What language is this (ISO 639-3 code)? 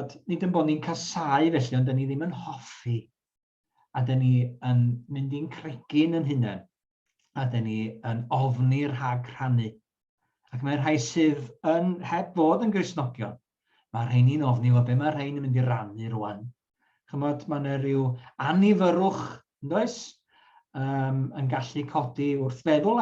cym